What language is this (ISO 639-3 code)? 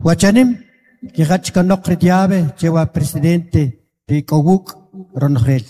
quc